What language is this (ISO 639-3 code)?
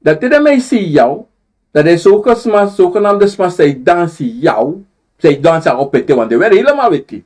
srn